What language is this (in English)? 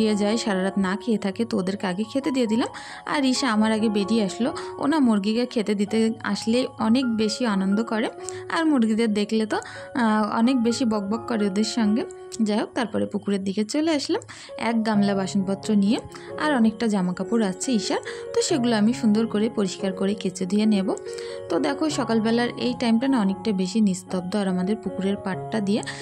Bangla